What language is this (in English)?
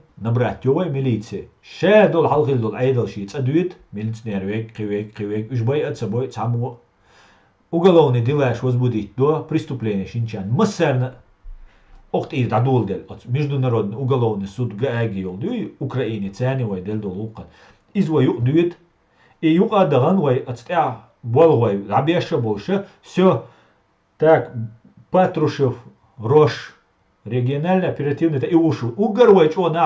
Chechen